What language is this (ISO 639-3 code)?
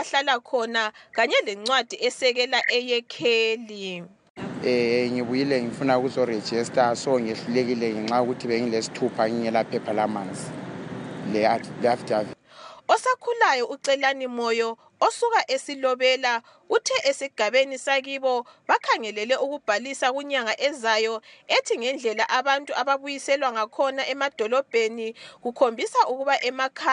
nde